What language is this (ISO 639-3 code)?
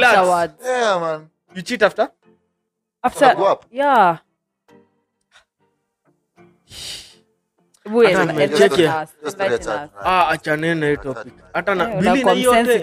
swa